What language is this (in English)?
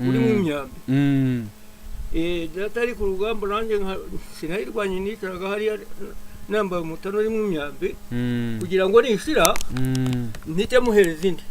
Kinyarwanda